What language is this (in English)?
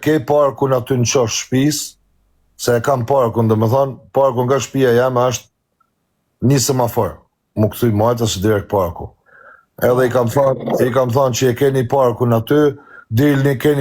Albanian